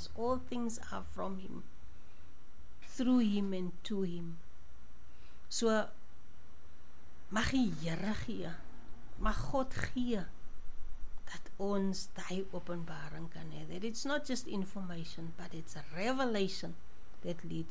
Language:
Afrikaans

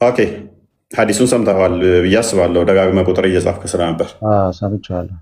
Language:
Amharic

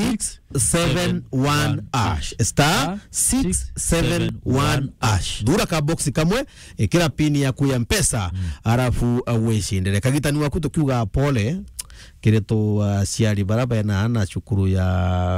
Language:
Meru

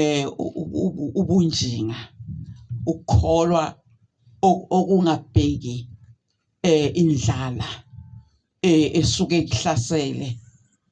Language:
Zulu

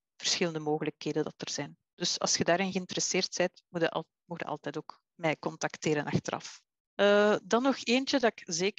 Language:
Dutch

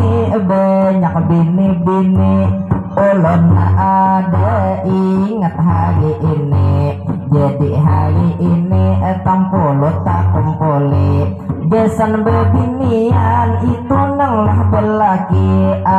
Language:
Banjar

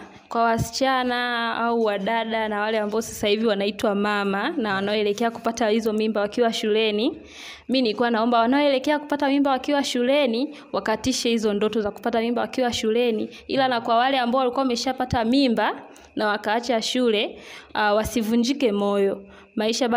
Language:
Swahili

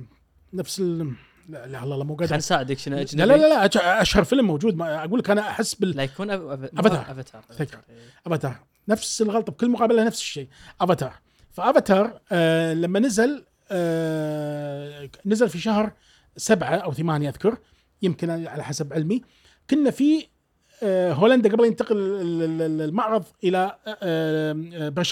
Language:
Gulf Arabic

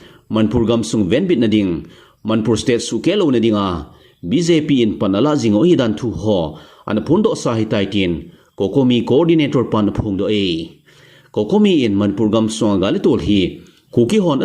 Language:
Thado Chin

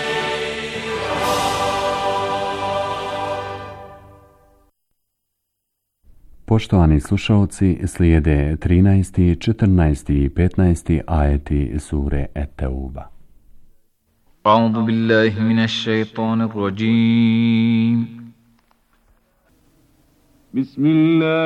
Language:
Bosnian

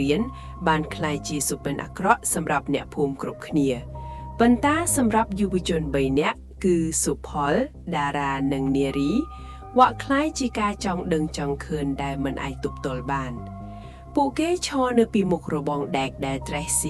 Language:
Khmer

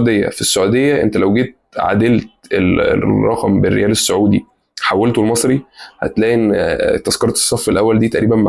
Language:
Egyptian Arabic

